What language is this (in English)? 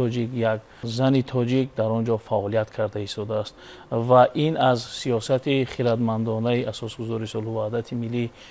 Tajik